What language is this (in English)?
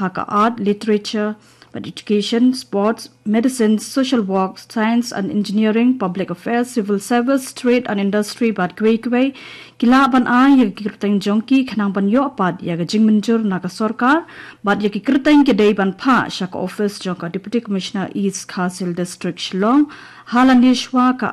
Khasi